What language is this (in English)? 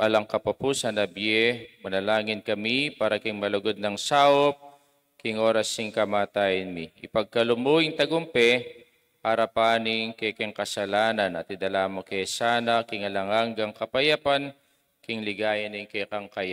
Pampanga